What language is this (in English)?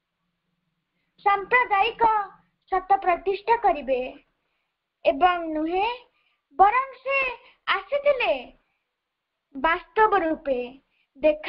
Odia